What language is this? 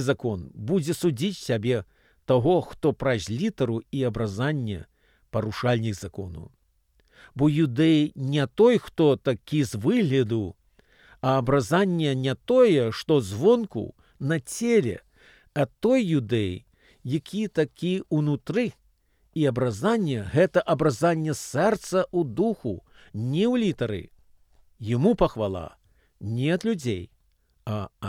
Belarusian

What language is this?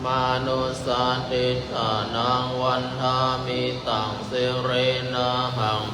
Pali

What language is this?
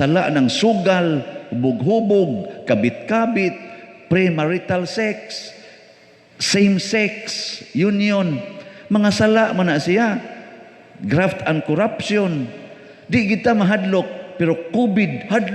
Cebuano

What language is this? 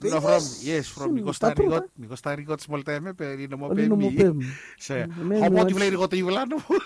Bislama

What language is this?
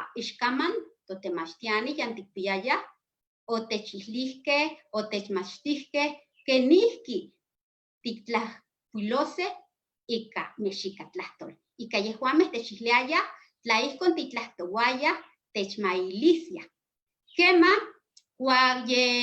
Eastern Huasteca Nahuatl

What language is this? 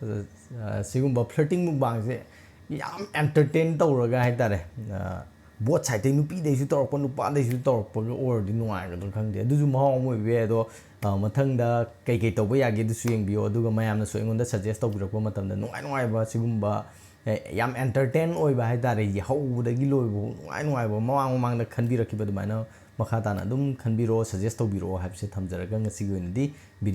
Manipuri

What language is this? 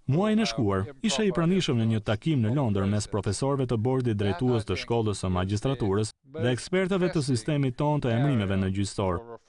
Albanian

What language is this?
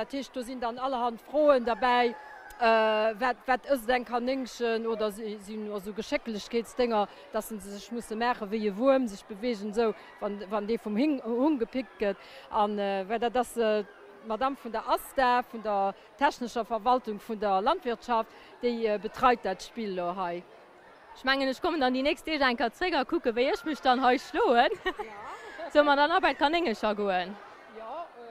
Luxembourgish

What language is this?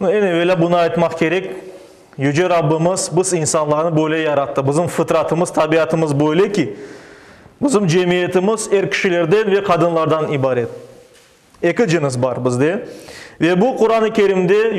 Crimean Tatar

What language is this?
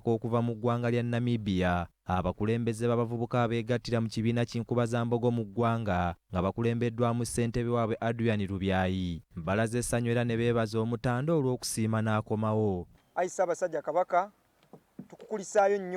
Ganda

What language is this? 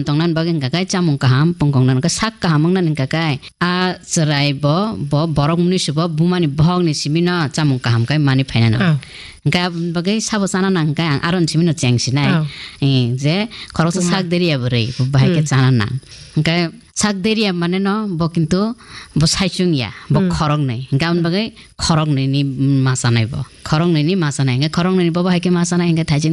Kok Borok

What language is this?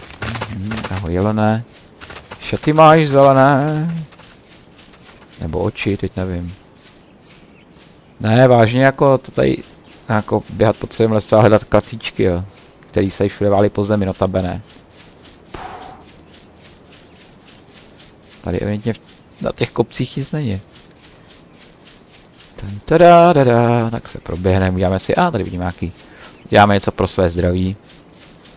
Czech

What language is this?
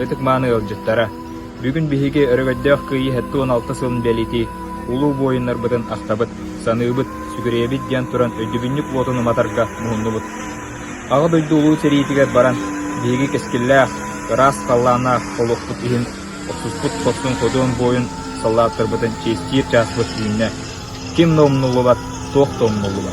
Yakut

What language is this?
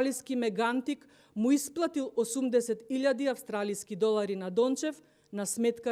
Macedonian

